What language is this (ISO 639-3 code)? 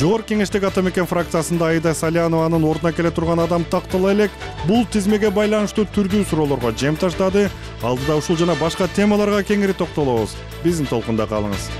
kir